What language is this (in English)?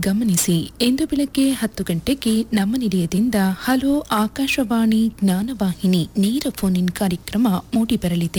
Kannada